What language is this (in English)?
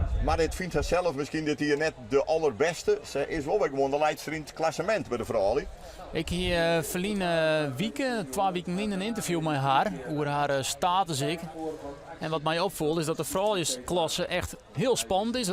Western Frisian